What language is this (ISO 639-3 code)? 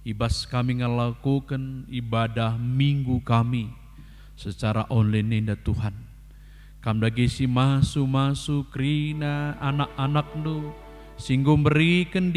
btx